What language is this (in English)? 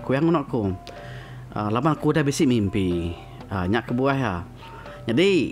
Iban